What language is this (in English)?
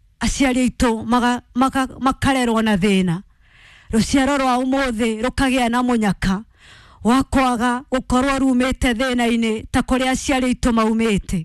Kikuyu